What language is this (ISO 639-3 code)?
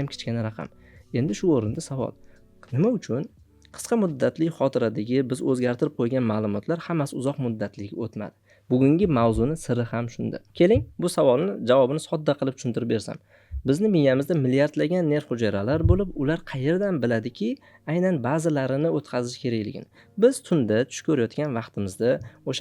uzb